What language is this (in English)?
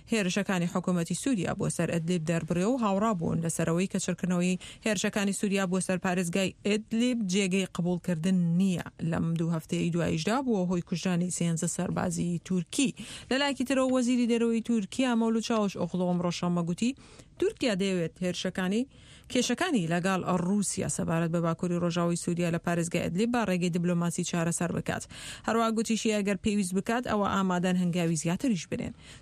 Central Kurdish